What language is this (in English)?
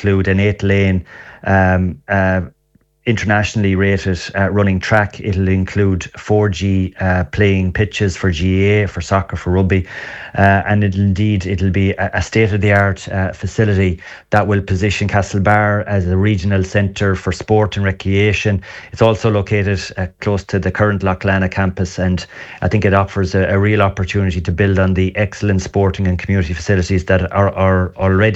English